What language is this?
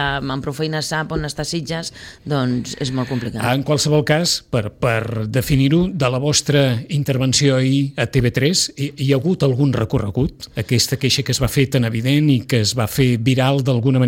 Catalan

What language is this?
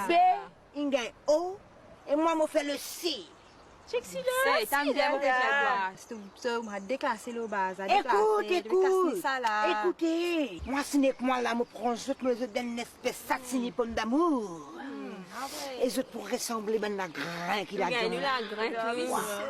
Morisyen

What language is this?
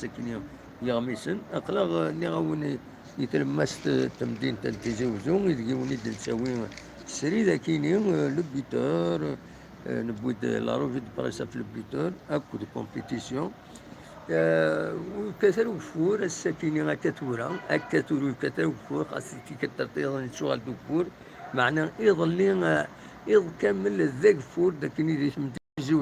Kabyle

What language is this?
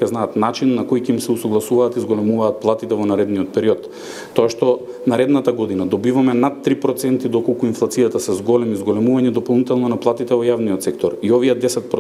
Macedonian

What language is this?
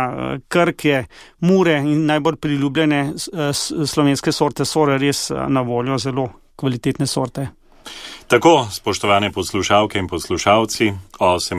Slovenian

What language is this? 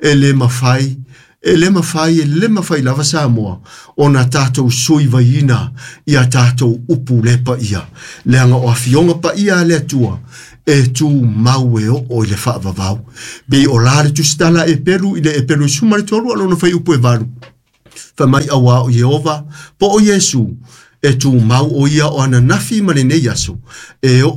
Samoan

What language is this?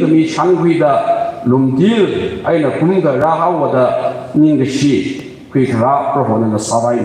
Tangkhul Naga (India)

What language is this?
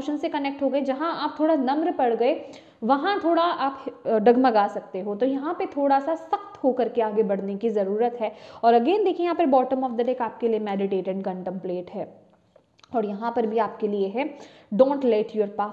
Hindi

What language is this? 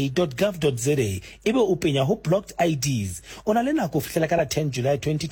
Southern Sotho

